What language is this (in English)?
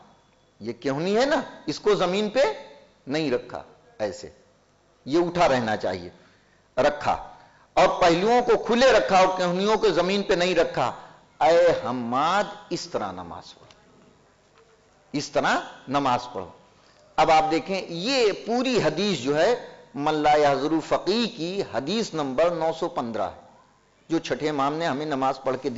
Urdu